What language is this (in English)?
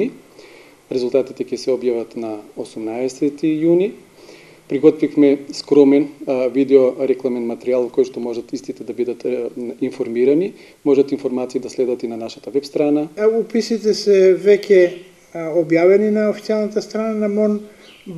Macedonian